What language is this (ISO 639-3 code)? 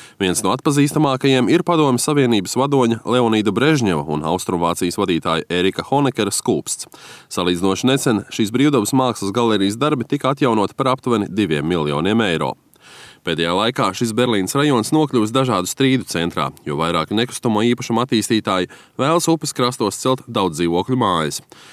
lav